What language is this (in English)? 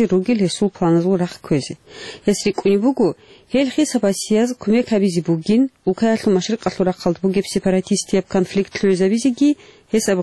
Avaric